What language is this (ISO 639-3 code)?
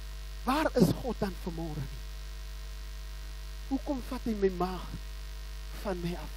afr